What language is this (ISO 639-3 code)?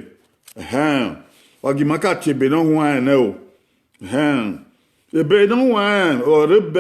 bin